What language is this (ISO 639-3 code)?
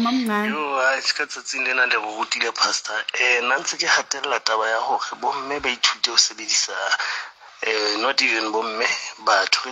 sot